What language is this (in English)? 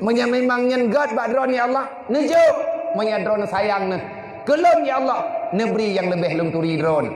Achinese